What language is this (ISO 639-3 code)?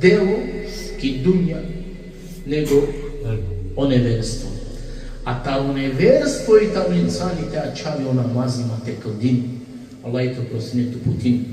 rmn